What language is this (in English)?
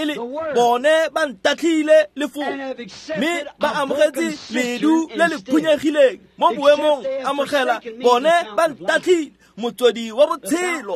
Tswana